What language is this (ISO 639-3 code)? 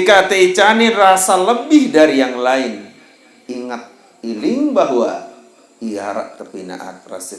sas